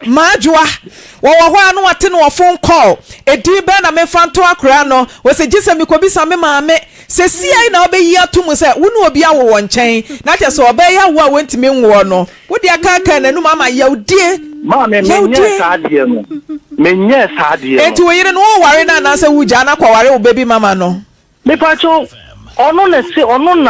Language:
Akan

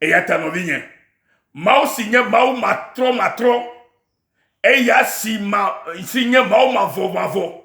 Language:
Ewe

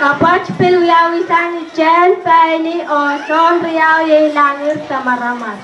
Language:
Pohnpeian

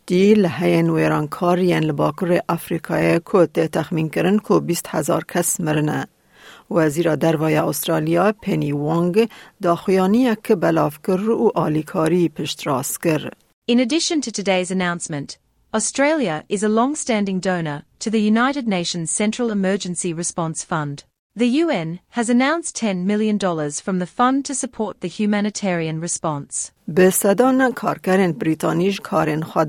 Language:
Kurdish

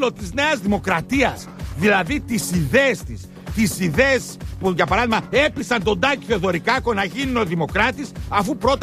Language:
Greek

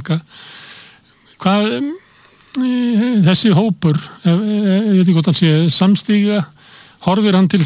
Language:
Icelandic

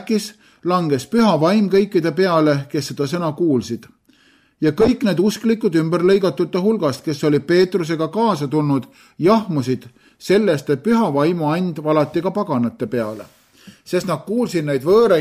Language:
Estonian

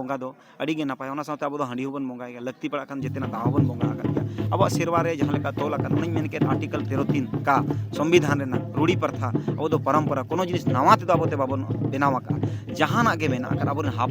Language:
Santali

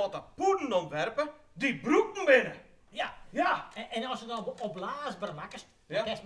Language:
Western Frisian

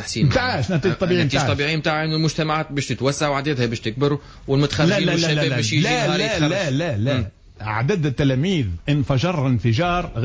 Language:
Tunisian Arabic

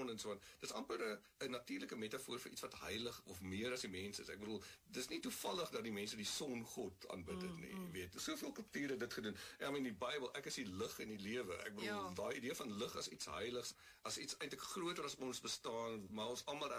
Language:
Afrikaans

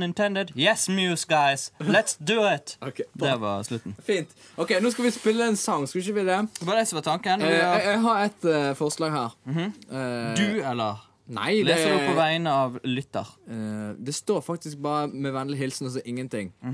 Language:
Norwegian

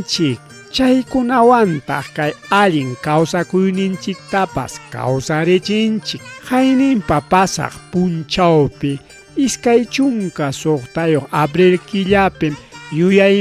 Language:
Ayacucho Quechua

